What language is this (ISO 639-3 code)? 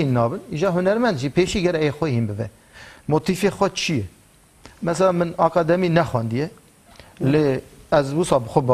kur